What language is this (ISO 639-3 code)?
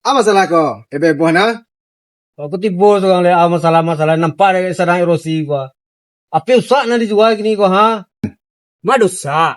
min